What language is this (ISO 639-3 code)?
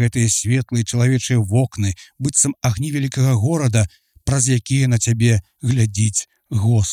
bel